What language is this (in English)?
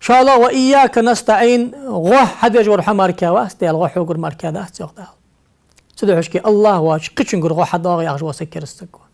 Ingush